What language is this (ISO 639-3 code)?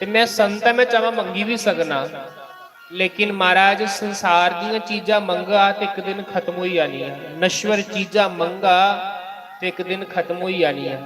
doi